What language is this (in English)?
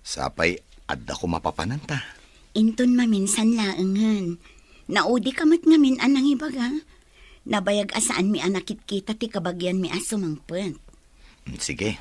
Iloko